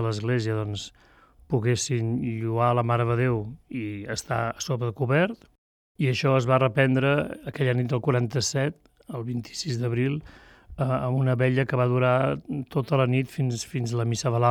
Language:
Catalan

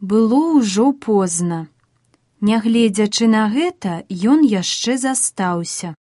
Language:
Belarusian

